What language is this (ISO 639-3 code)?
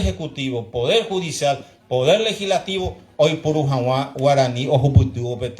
grn